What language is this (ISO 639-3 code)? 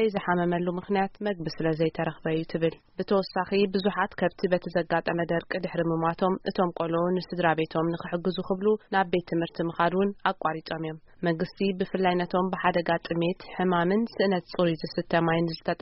tir